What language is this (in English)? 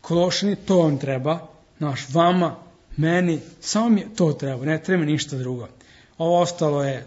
Serbian